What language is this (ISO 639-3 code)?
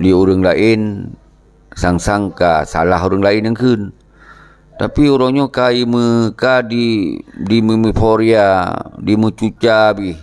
ace